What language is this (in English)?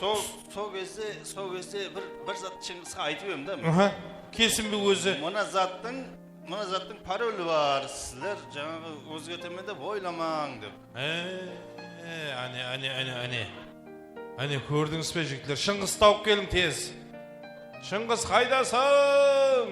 Kara-Kalpak